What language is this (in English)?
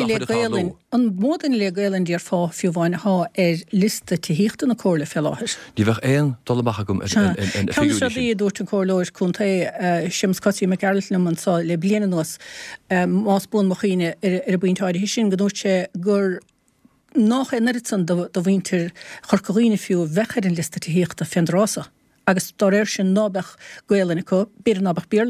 Irish